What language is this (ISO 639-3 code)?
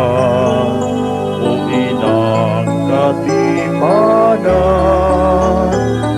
bik